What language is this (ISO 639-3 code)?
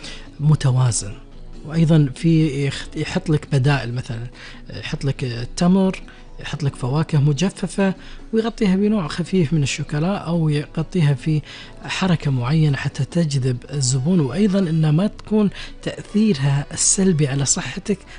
afb